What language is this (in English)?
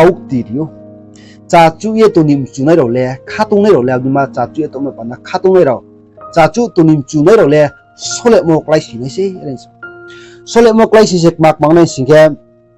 Riang (India)